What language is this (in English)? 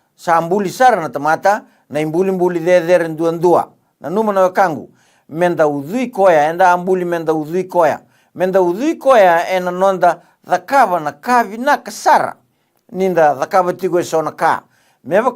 Fijian